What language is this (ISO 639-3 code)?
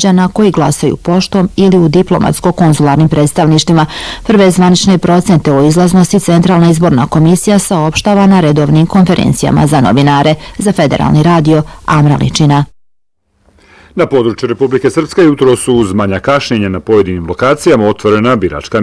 bos